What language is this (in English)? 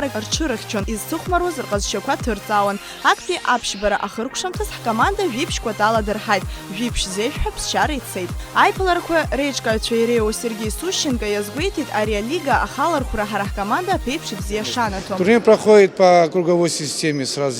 Abkhazian